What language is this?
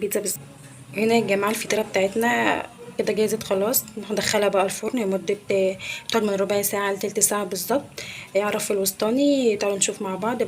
Egyptian Arabic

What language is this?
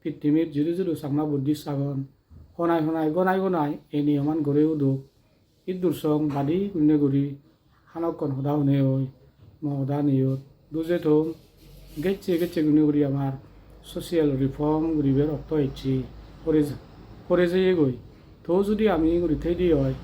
Chakma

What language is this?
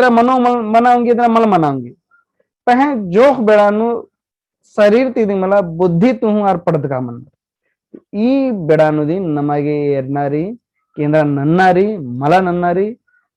Kurukh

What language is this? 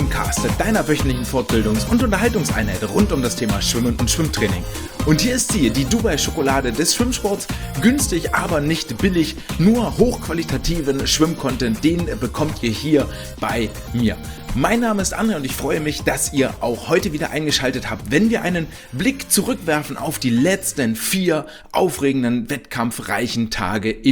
German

